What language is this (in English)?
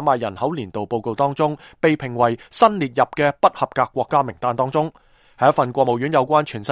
Cantonese